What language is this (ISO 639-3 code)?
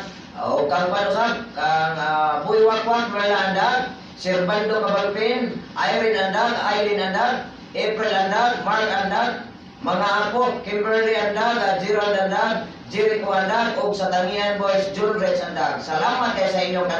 ceb